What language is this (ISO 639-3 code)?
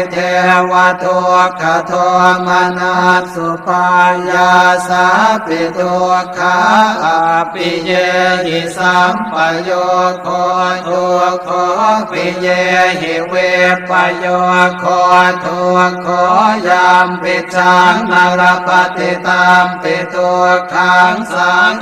pli